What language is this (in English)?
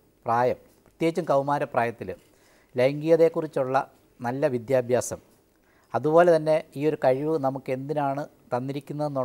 Malayalam